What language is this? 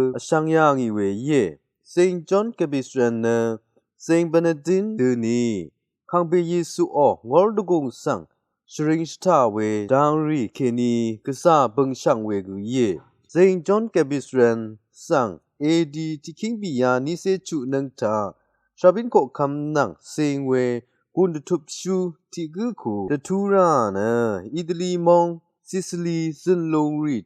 Rawang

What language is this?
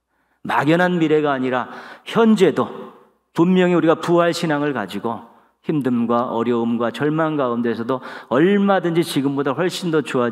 Korean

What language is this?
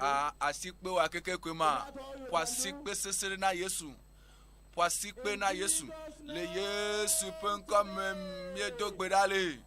Ewe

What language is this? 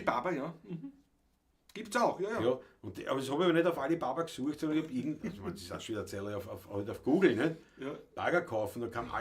Bavarian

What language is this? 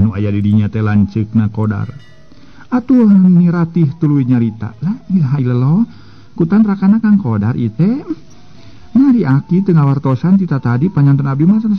Sundanese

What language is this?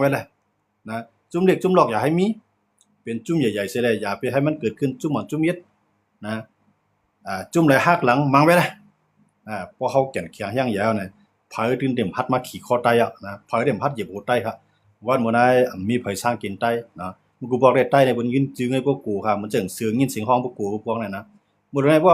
Shan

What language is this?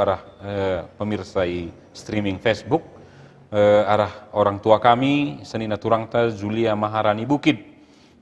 Batak Karo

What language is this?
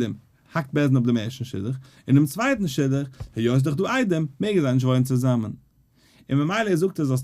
Yiddish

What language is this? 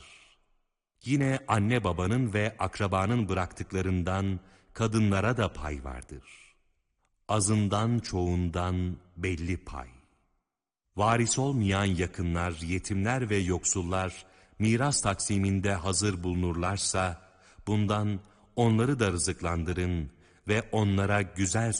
Turkish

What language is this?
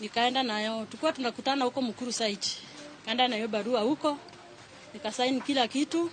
Luo (Kenya and Tanzania)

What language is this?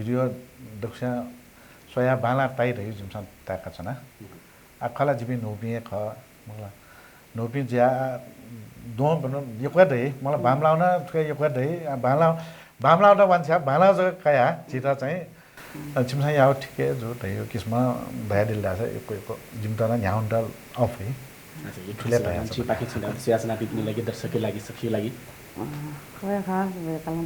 Newari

